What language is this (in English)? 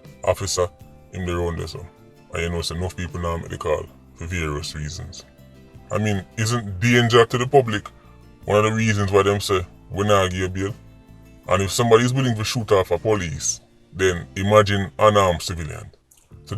Jamaican Creole English